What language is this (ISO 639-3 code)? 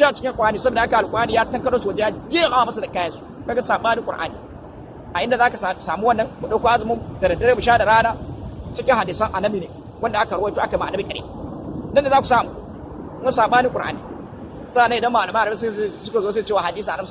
hau